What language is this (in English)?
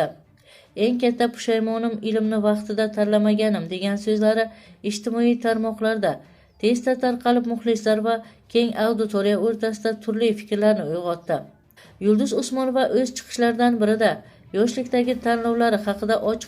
Uzbek